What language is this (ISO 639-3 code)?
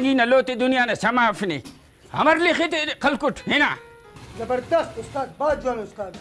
brh